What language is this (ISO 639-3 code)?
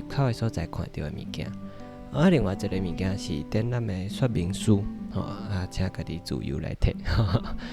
nan